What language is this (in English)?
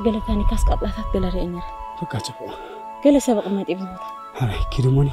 Tigrinya